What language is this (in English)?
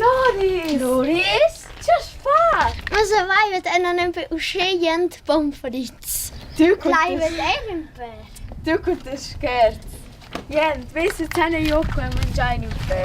Romansh